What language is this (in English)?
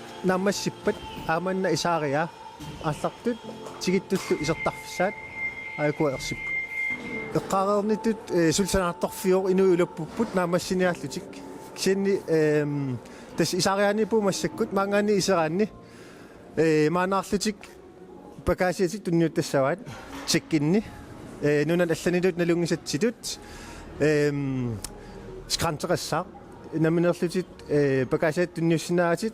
Kalaallisut